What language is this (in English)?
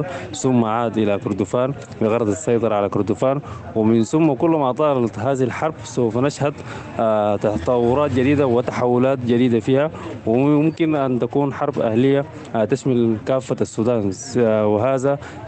Sudanese Arabic